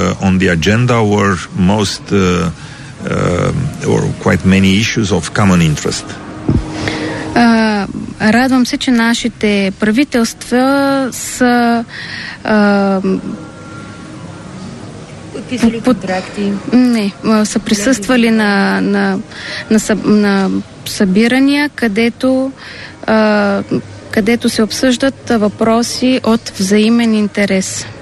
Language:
Bulgarian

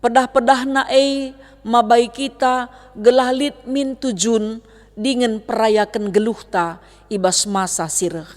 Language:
Batak Karo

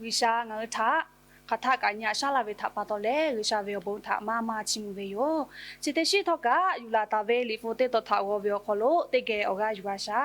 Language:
Lahu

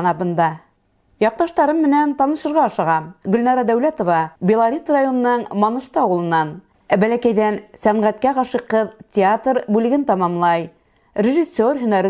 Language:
Bashkir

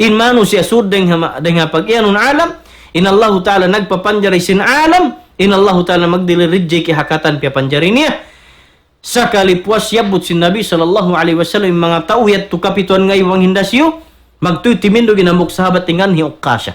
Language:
Tausug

